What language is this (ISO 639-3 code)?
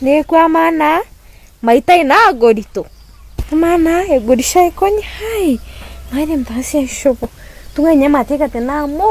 mas